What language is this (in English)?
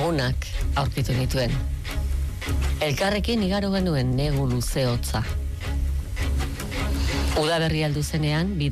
Basque